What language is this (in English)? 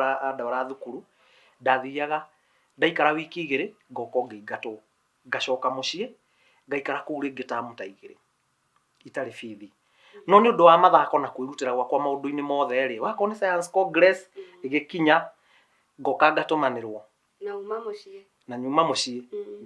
Kikuyu